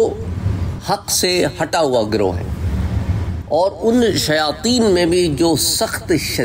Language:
Urdu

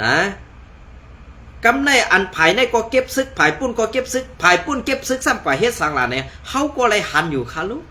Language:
Shan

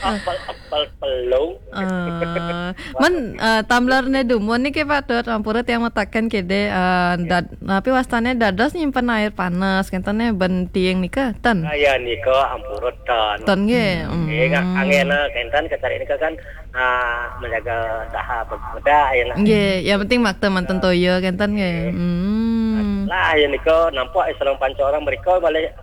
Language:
Balinese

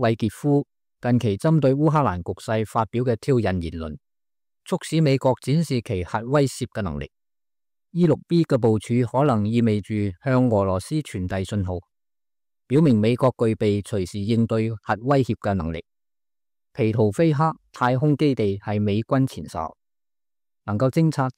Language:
Cantonese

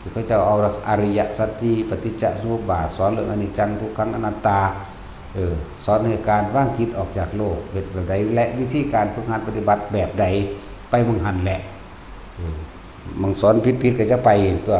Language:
Northeastern Thai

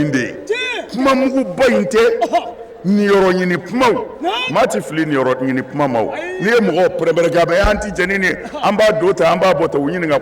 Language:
Bambara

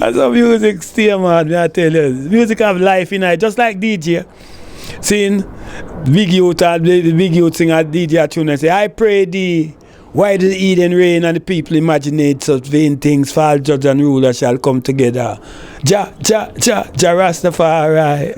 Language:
Jamaican Creole English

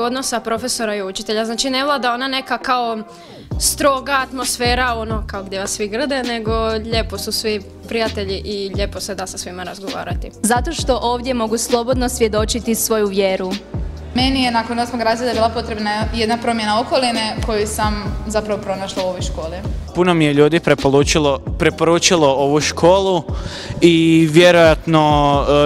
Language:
Croatian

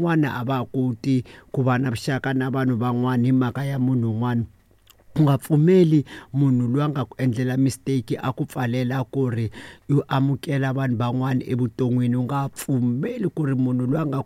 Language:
Tsonga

